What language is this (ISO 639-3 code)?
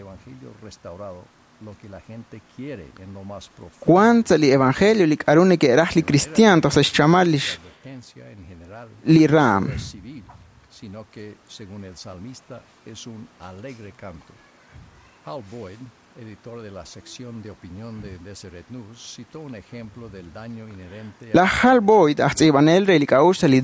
kek